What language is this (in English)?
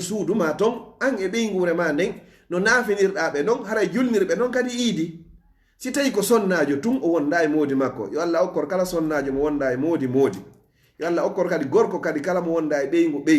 Fula